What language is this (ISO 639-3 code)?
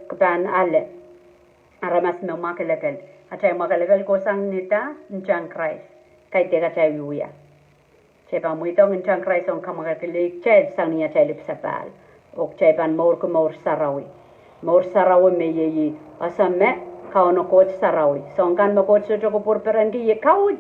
pon